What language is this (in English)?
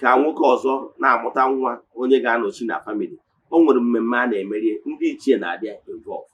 Igbo